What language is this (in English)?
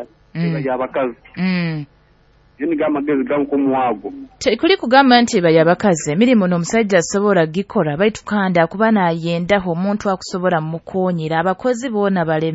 Nyoro